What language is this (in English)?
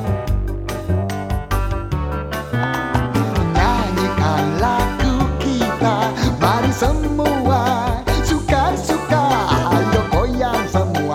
Indonesian